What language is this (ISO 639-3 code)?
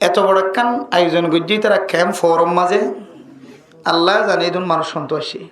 rhg